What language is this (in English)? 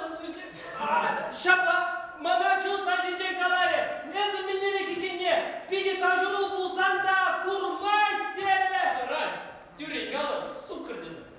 Chuvash